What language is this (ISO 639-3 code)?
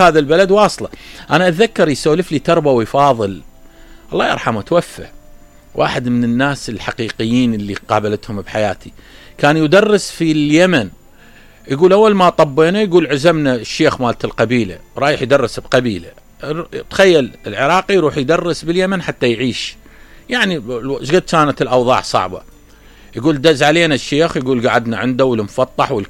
acm